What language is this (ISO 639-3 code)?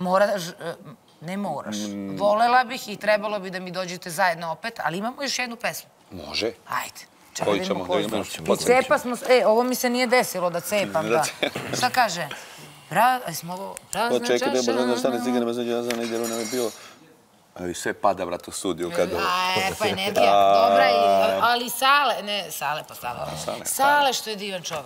srp